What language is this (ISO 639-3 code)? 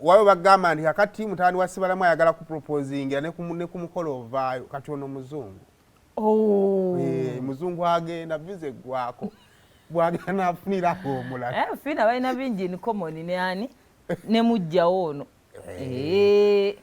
lug